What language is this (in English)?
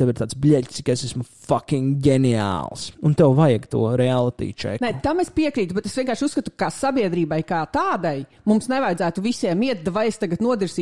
Latvian